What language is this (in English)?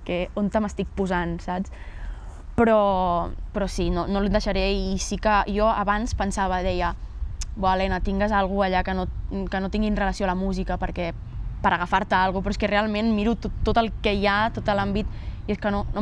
Catalan